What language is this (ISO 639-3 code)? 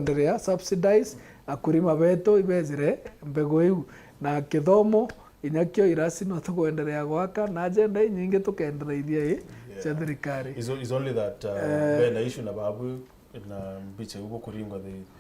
mer